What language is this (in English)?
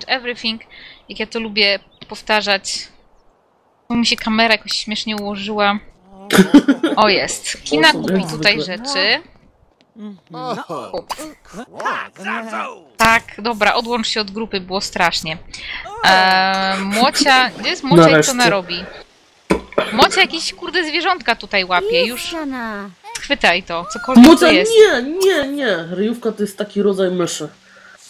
Polish